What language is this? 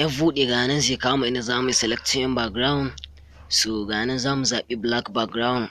Hausa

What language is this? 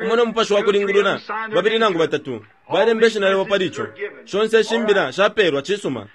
Bemba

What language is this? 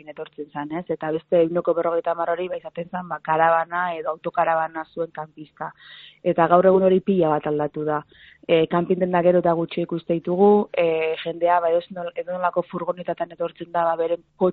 Basque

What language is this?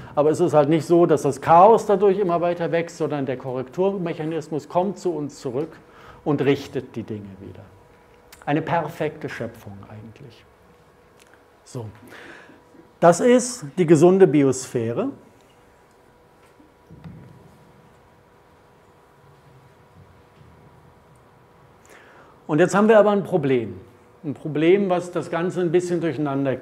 German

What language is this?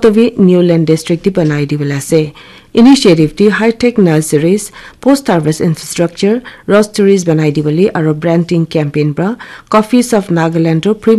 Naga Pidgin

